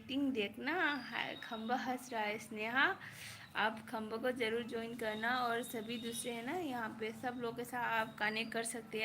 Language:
Manipuri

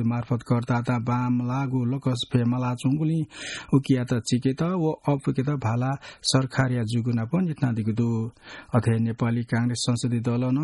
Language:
Newari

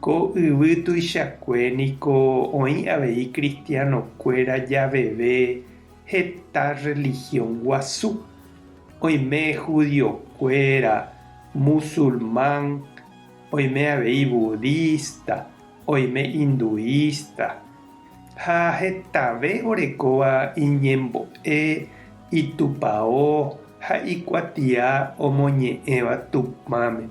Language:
Guarani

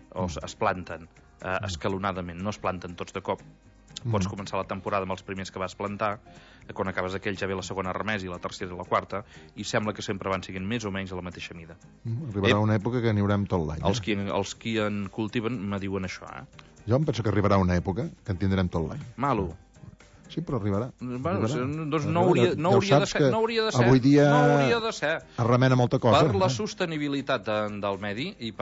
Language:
Catalan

